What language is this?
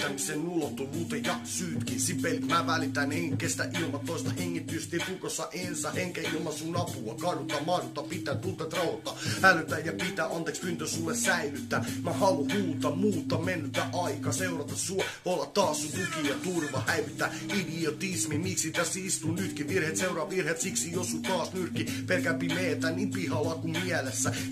Finnish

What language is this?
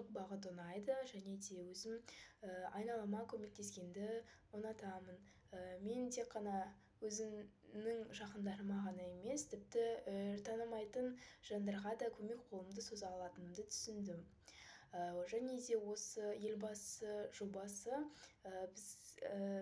Kazakh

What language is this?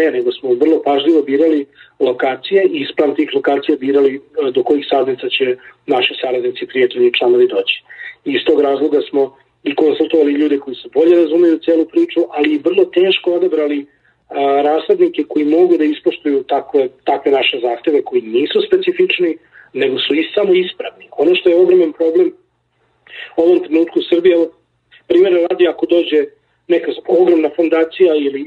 Serbian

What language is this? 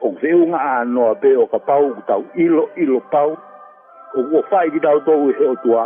Tongan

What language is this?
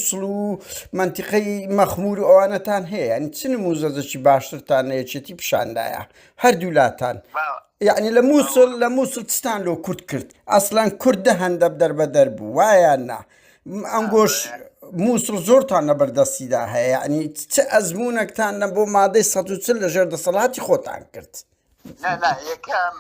Central Kurdish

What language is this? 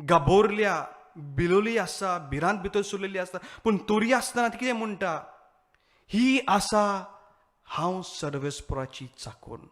Konkani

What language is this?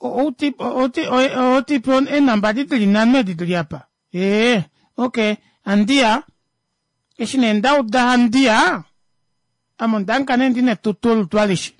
Kuanyama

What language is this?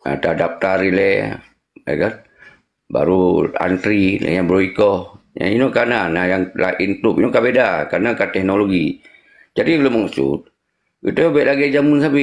Achinese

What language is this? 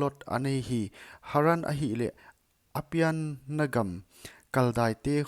Paite Chin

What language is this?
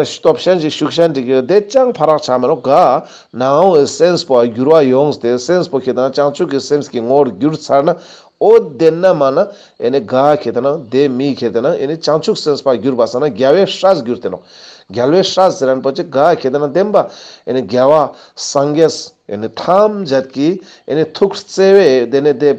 Ladakhi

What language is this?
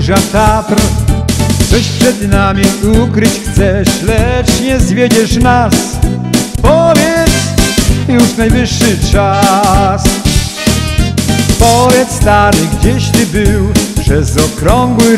Polish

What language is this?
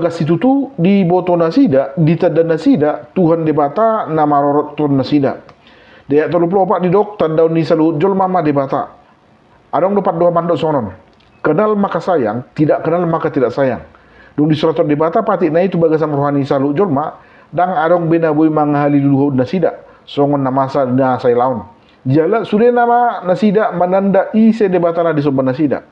Batak Toba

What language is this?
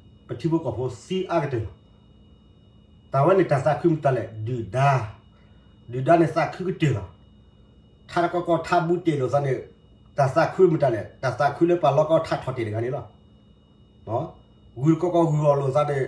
S'gaw Karen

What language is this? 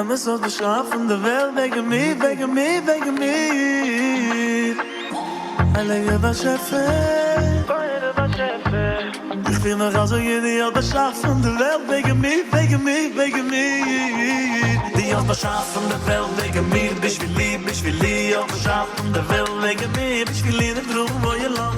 Yiddish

